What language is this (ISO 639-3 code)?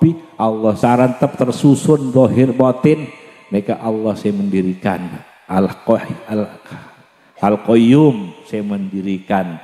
mad